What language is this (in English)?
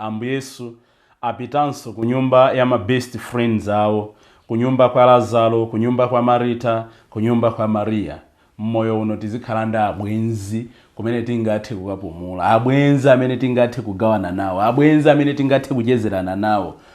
Nyanja